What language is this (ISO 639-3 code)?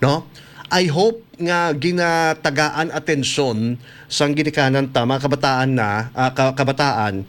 hil